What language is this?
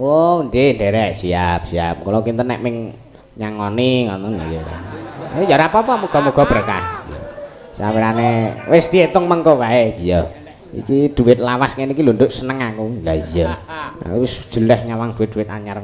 Javanese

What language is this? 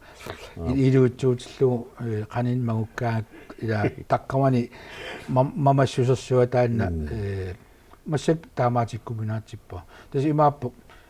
Kalaallisut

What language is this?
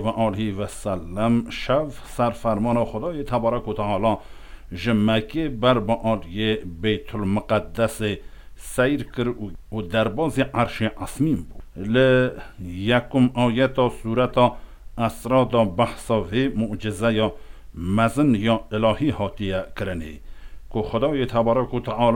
Kurdish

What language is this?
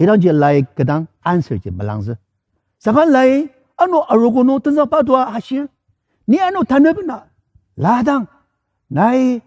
Ao Naga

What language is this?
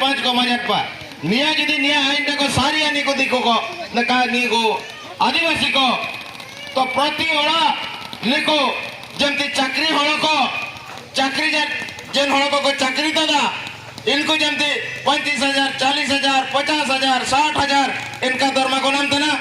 Santali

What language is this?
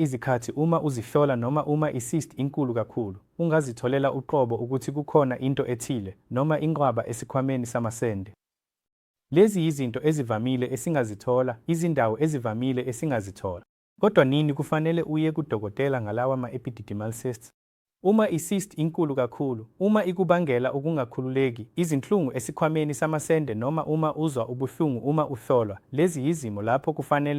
Zulu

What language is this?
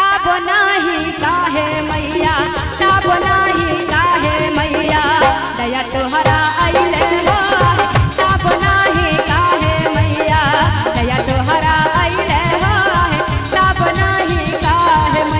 Maithili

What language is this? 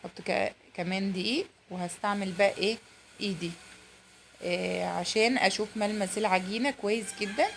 Egyptian Arabic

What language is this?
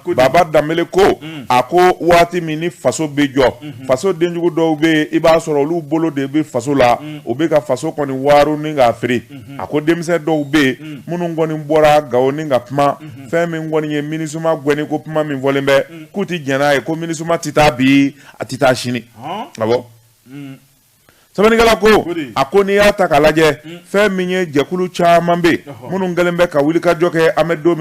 Bambara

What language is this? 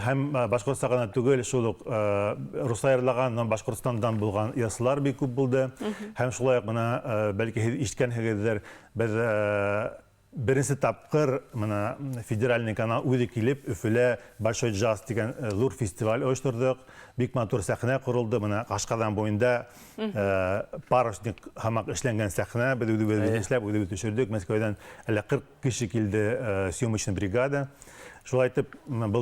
Bashkir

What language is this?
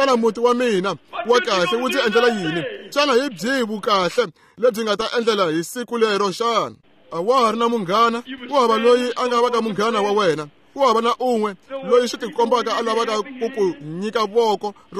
Tsonga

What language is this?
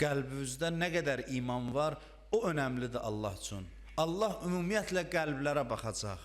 Azerbaijani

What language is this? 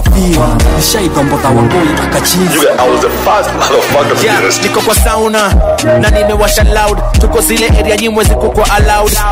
Swahili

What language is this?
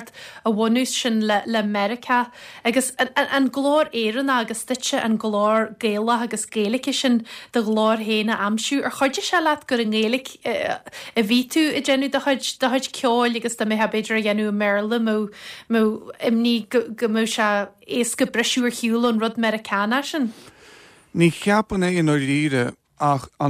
Irish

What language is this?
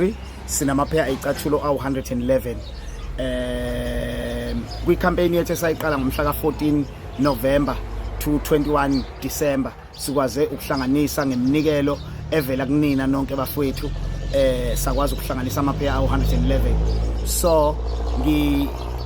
Zulu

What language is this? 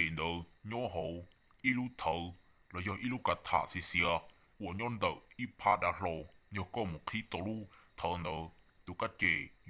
Hmong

